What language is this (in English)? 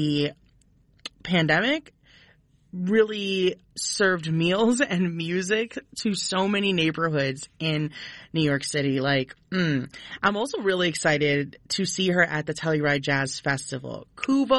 English